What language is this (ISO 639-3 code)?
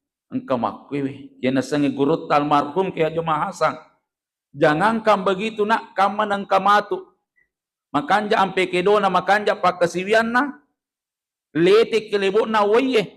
bug